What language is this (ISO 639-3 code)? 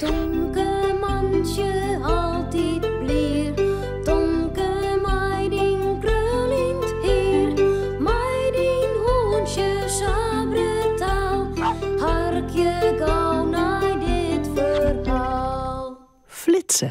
fry